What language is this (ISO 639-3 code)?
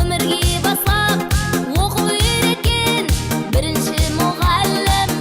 kaa